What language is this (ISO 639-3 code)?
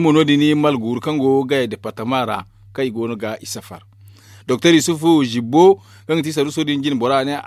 dje